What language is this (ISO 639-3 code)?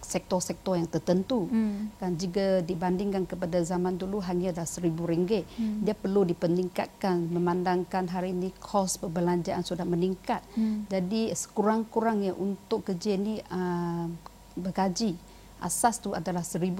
msa